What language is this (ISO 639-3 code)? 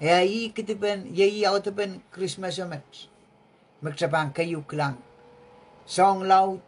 pon